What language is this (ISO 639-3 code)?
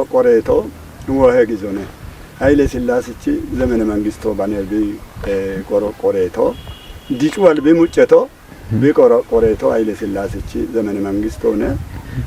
kbr